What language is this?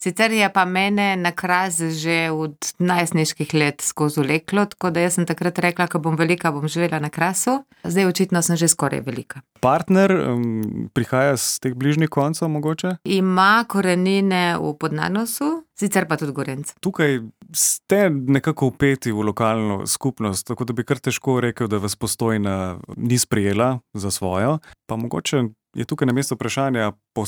Slovenian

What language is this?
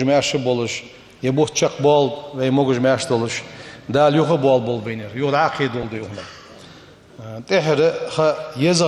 Ingush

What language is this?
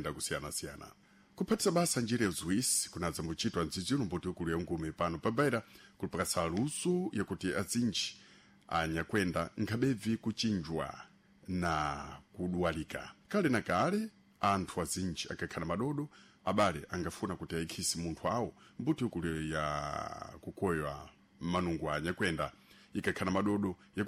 Sena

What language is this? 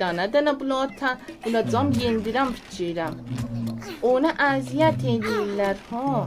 South Azerbaijani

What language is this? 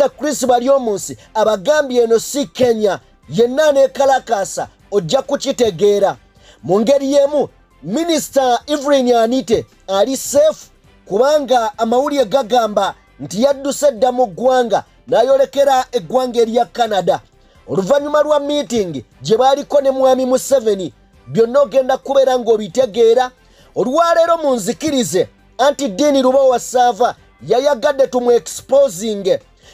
Ganda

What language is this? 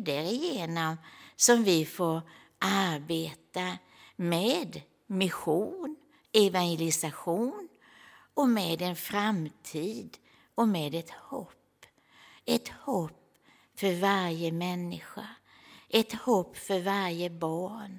Swedish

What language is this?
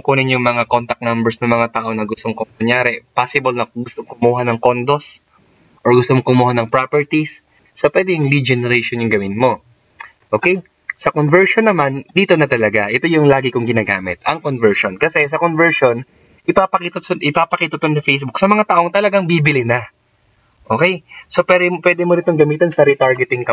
Filipino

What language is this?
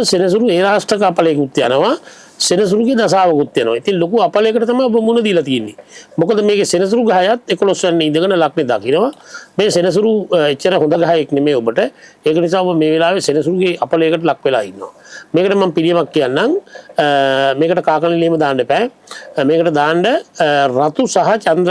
Sinhala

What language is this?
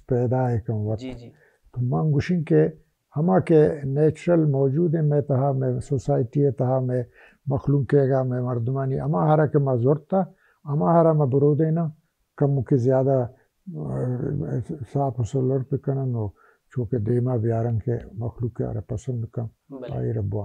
Baluchi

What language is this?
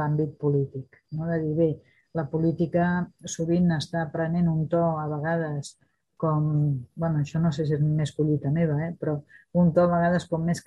Catalan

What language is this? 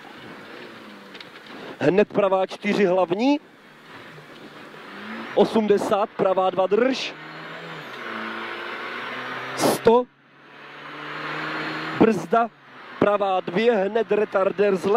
Czech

